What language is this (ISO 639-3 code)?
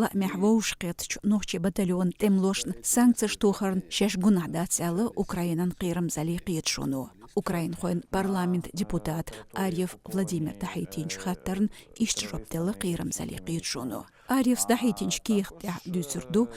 che